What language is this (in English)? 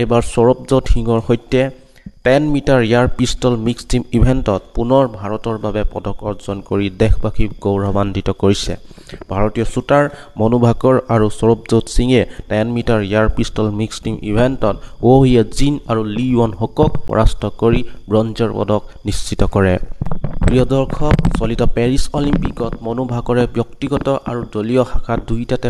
Assamese